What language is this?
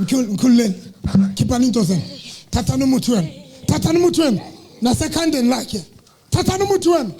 Southern Sotho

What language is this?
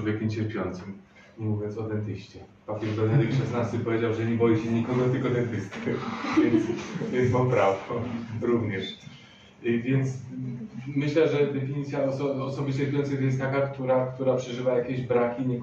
Polish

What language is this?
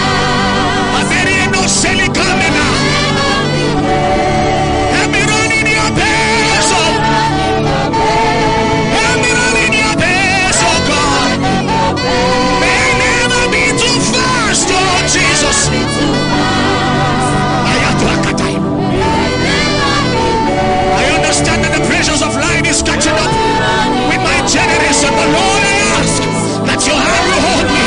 English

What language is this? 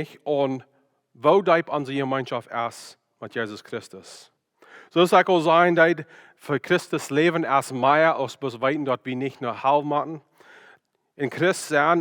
Plautdietsch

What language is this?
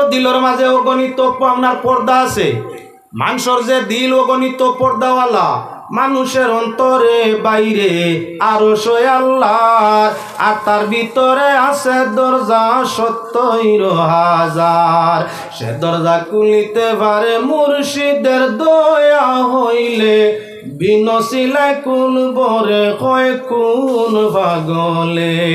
Sylheti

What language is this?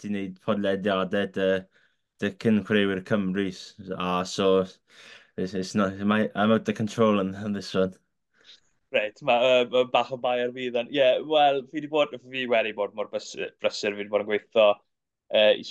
Welsh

